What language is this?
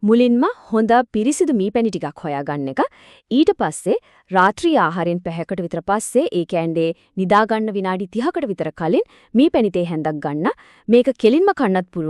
Sinhala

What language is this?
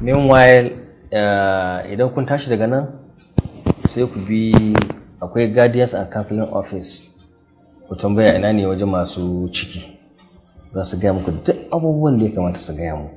Hausa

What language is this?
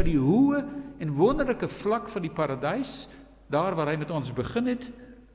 Afrikaans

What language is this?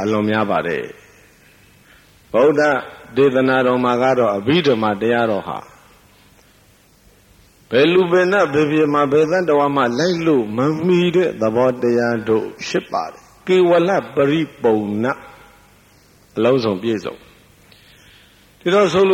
Burmese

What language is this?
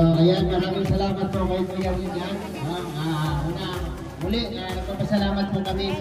Filipino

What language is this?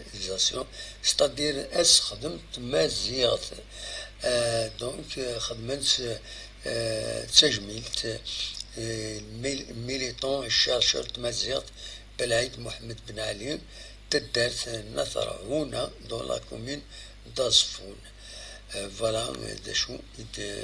Kabyle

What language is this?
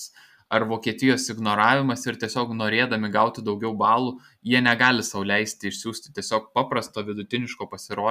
Lithuanian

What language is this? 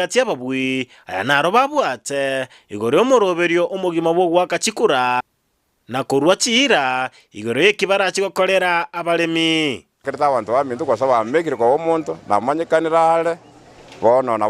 Gusii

